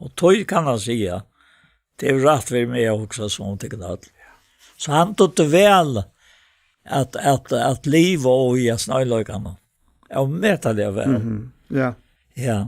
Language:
Faroese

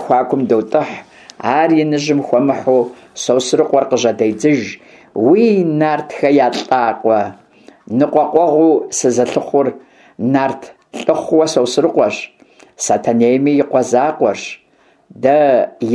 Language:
Kabardian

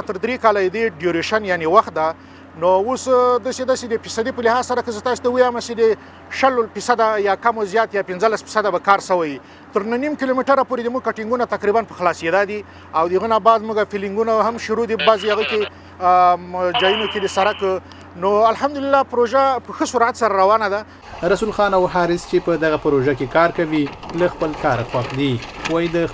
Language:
Pashto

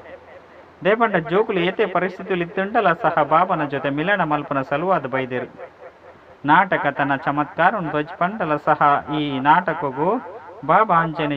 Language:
Tulu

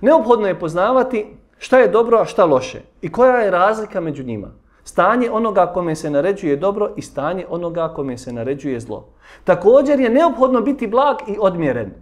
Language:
Bosnian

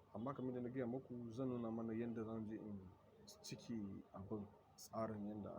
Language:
Hausa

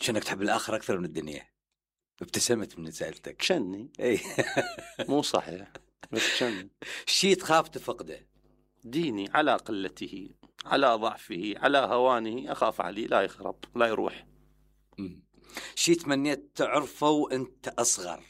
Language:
Mesopotamian Arabic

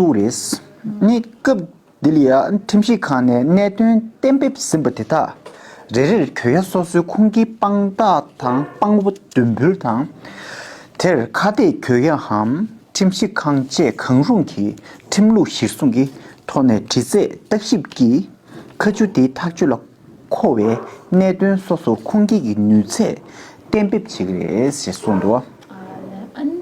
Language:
Tibetan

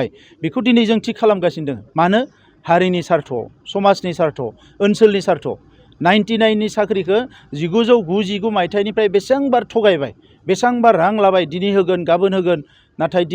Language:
Bodo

